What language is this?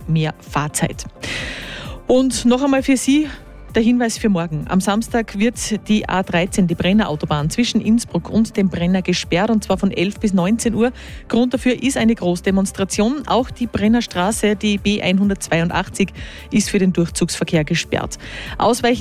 German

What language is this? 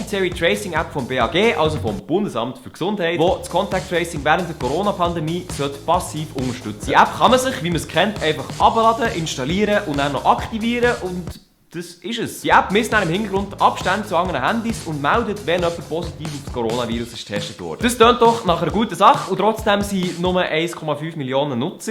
Swiss German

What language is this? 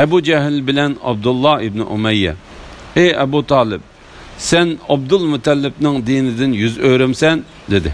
Uyghur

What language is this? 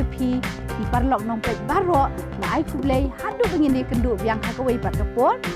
Khasi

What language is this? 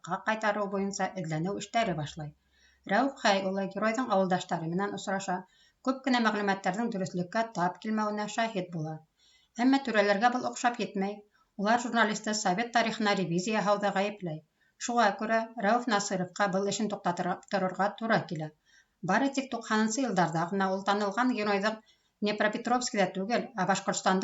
Bashkir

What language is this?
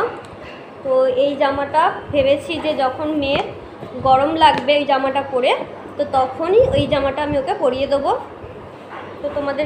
Bangla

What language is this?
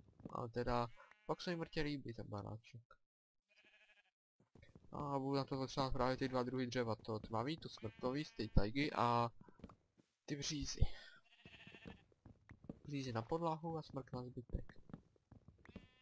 Czech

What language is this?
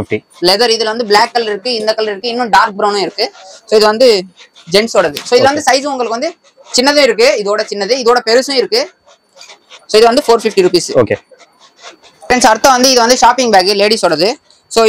Tamil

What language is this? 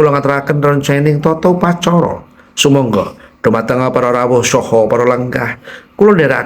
Javanese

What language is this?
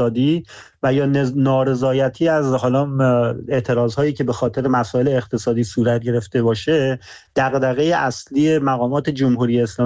Persian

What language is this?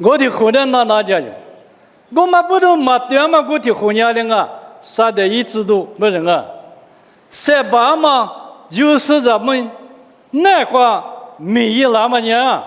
Lisu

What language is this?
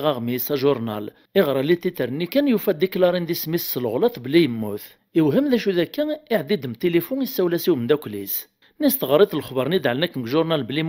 Kabyle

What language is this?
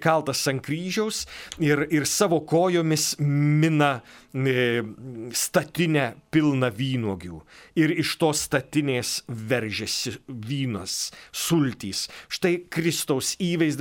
Lithuanian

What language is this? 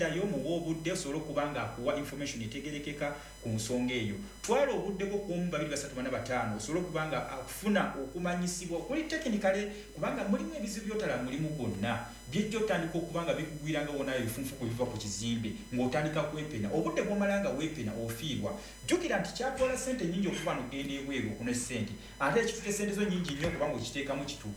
Ganda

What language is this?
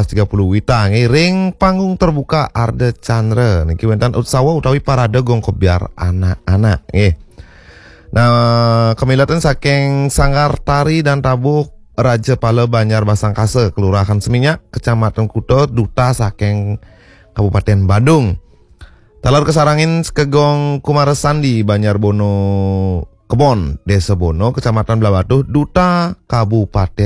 Balinese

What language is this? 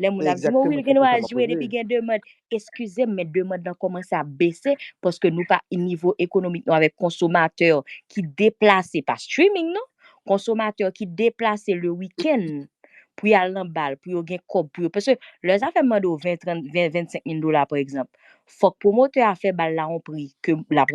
Haitian Creole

